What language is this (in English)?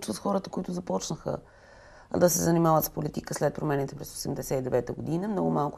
Bulgarian